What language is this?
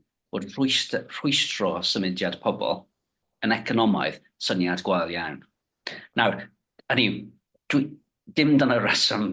Welsh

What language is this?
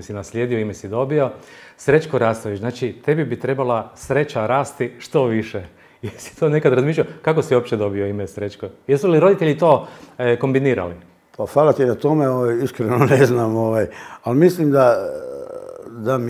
Croatian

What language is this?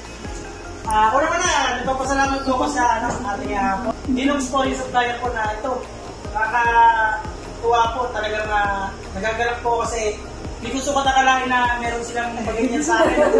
Filipino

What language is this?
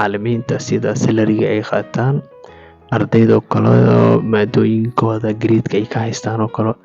Somali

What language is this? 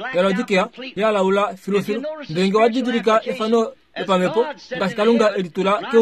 Kuanyama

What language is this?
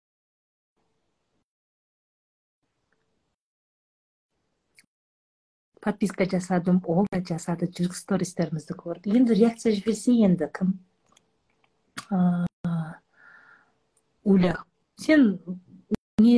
Kazakh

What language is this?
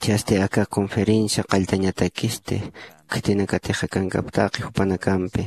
Aymara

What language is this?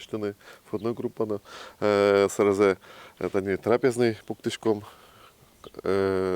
Udmurt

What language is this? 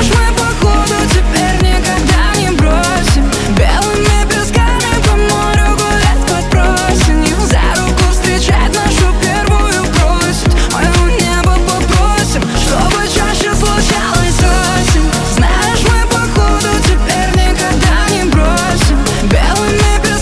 Russian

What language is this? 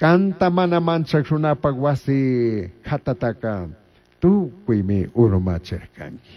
Chimborazo Highland Quichua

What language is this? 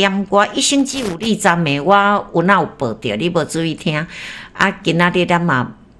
Min Nan Chinese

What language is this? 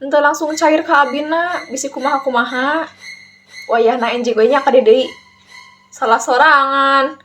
Sundanese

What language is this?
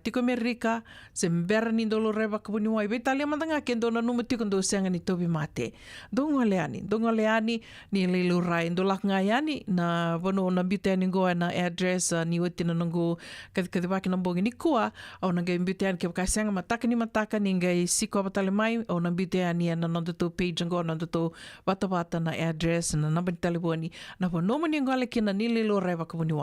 Fijian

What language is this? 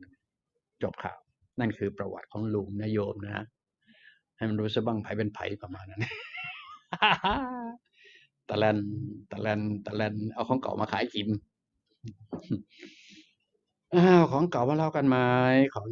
Thai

